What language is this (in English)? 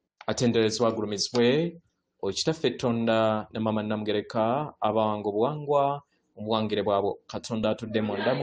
Ganda